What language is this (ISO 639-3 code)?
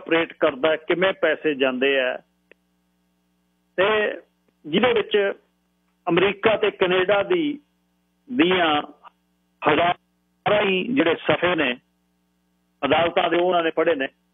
pan